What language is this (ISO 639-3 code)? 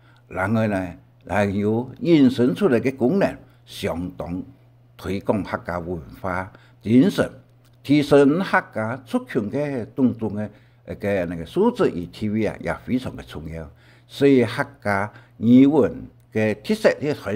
hak